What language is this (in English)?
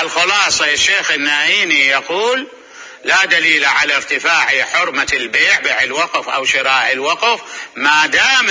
Mesopotamian Arabic